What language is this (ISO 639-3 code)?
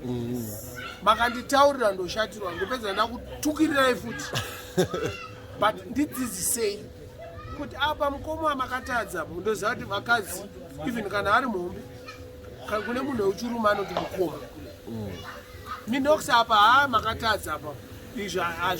sna